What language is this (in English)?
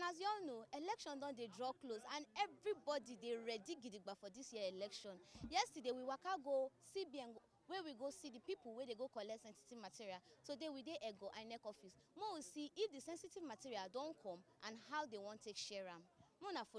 Nigerian Pidgin